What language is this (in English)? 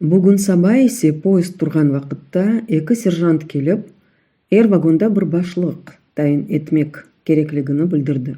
Crimean Tatar